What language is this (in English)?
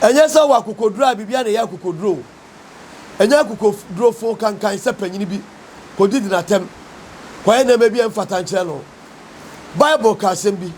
Akan